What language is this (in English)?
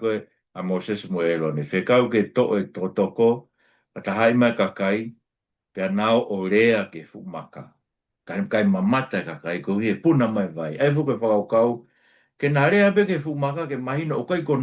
Tongan